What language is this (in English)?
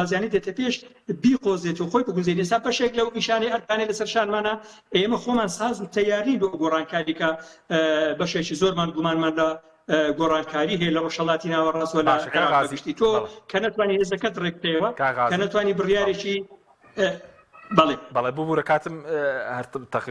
Central Kurdish